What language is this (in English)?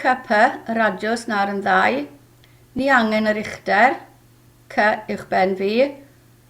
Welsh